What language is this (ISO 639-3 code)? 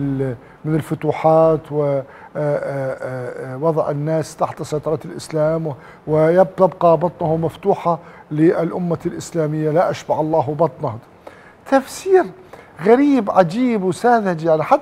ara